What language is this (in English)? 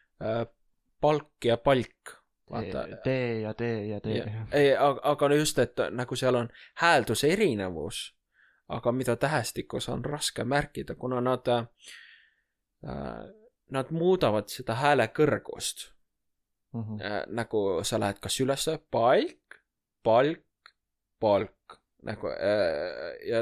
Estonian